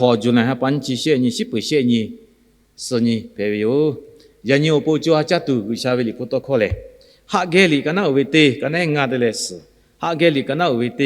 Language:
Lahu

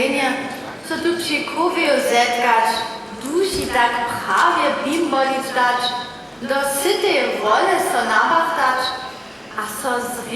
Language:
Upper Sorbian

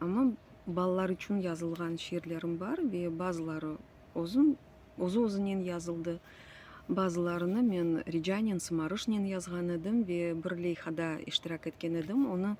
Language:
Crimean Tatar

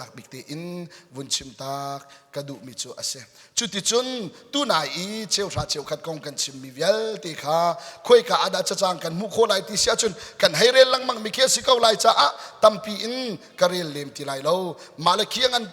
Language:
Hakha Chin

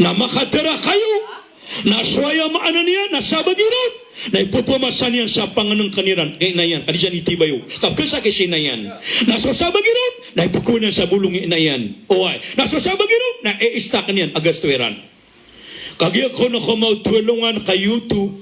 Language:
Maranao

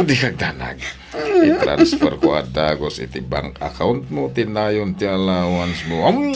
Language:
Iloko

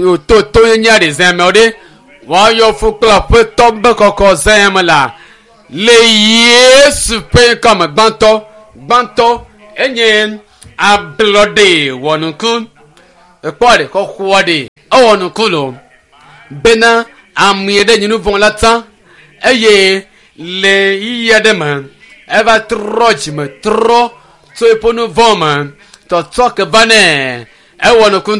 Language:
Ewe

